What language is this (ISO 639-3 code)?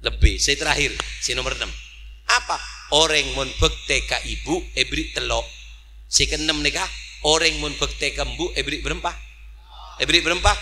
mad